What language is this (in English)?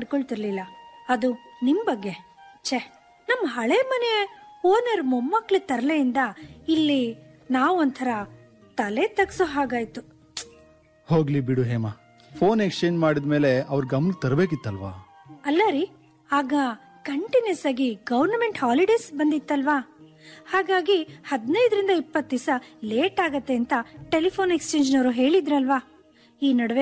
Kannada